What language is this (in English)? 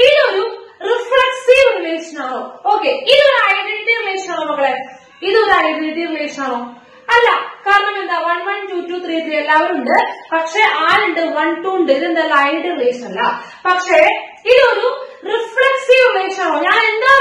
Malayalam